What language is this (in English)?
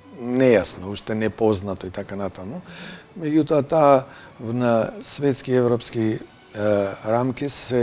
Macedonian